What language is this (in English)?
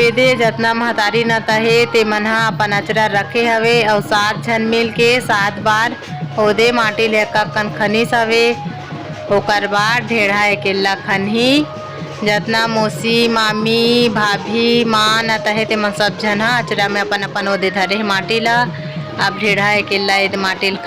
Chhattisgarhi